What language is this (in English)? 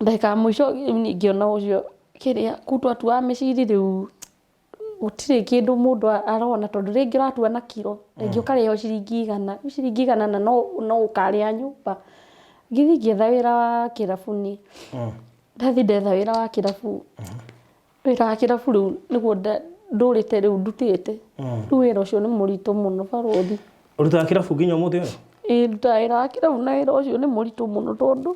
Kikuyu